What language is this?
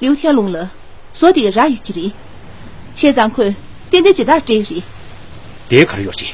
Tibetan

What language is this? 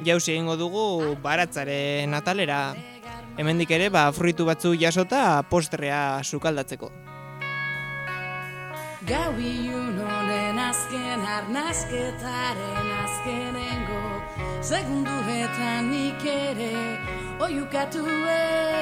Basque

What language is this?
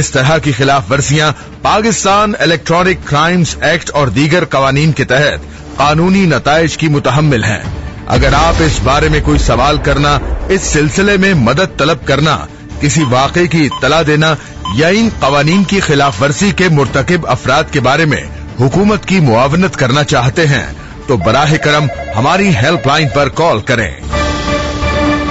Urdu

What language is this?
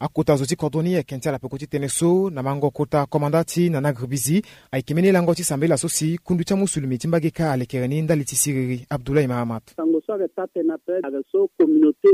Sango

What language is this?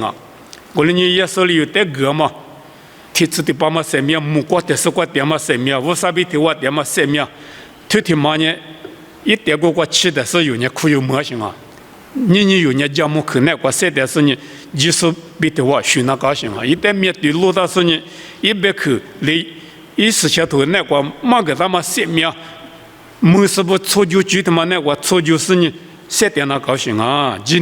Lisu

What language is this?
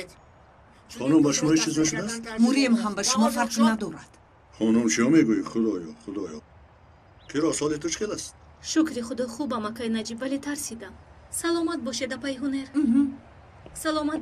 Tajik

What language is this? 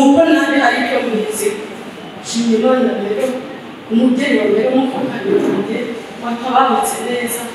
Kinyarwanda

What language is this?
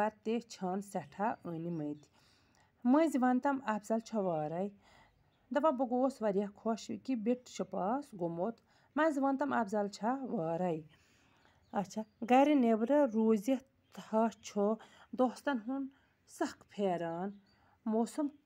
Kashmiri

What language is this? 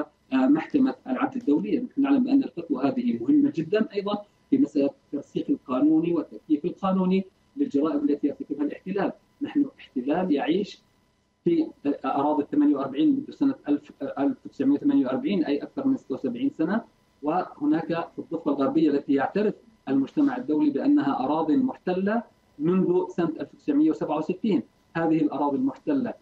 Arabic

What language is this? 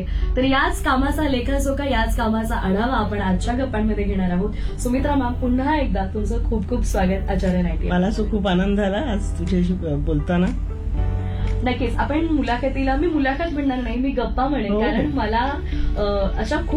Marathi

